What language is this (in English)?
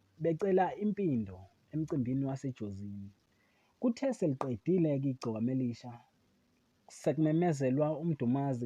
Zulu